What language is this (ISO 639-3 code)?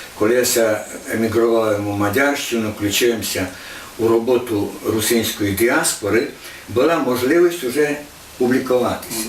rue